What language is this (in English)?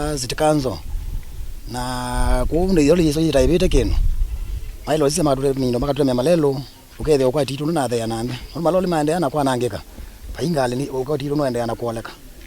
Kamba